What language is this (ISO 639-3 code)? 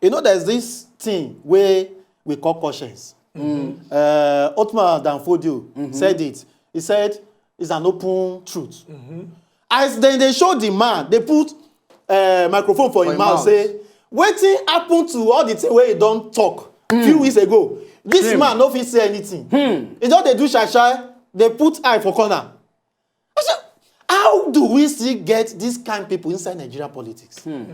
pcm